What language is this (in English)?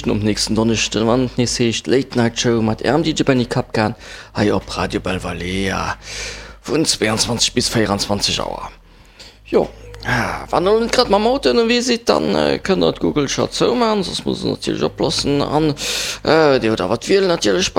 Luxembourgish